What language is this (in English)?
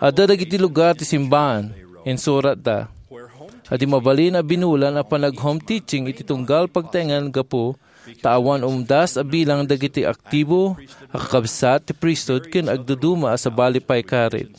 Iloko